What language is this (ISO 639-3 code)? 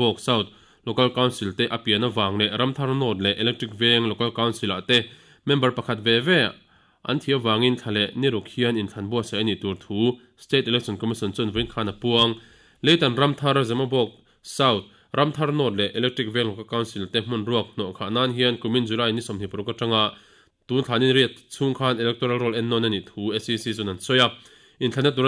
lus